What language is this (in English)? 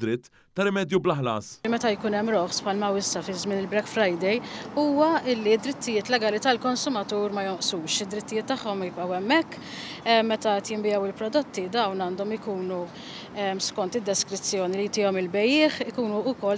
Maltese